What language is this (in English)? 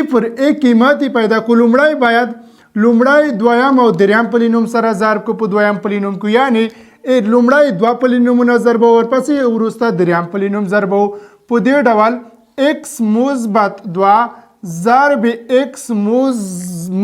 Pashto